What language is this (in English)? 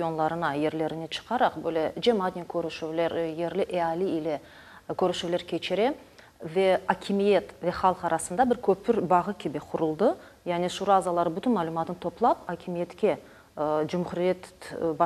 Crimean Tatar